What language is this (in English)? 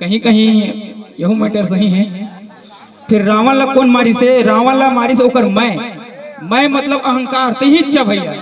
Chhattisgarhi